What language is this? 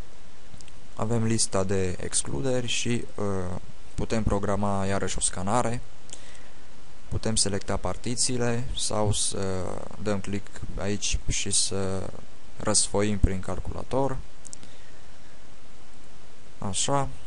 Romanian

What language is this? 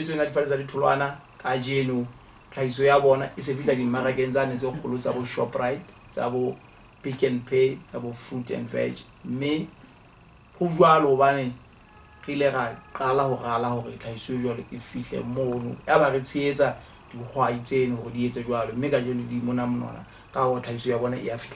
Southern Sotho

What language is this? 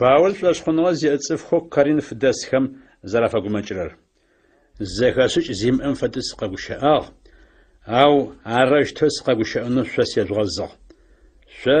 Adyghe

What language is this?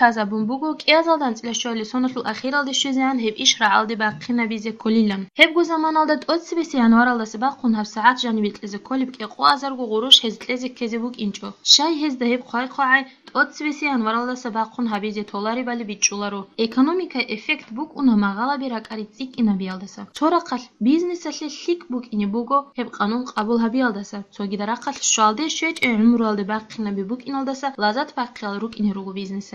Avaric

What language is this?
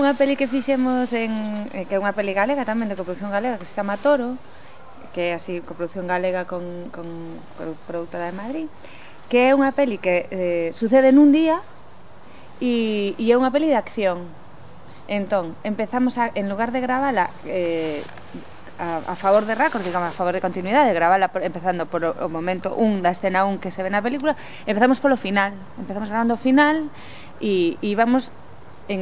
Galician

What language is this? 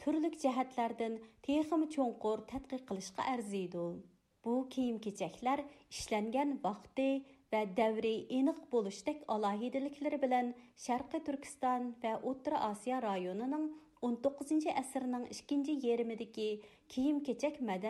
Uyghur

